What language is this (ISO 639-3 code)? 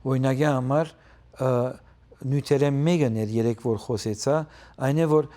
hyw